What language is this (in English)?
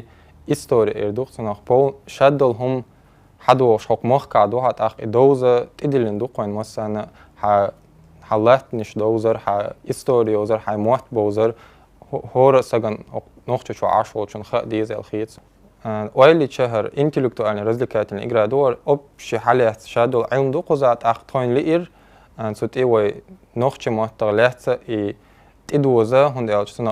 Chechen